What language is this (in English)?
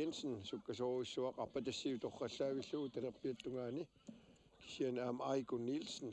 Kalaallisut